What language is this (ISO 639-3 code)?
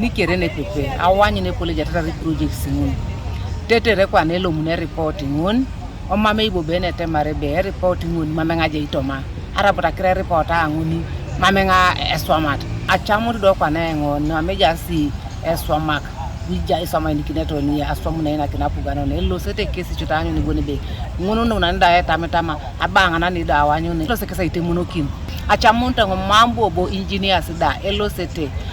teo